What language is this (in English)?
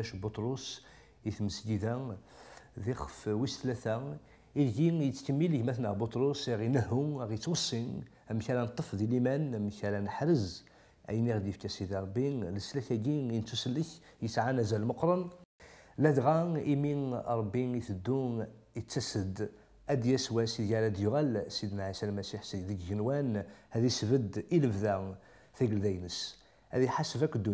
Kabyle